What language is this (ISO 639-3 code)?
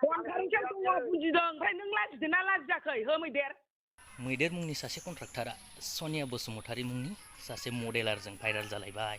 brx